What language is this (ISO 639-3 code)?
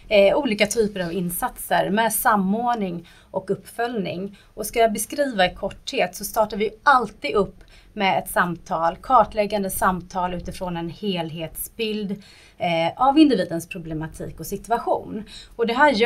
swe